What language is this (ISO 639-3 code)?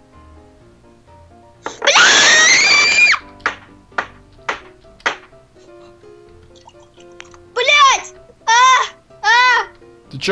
rus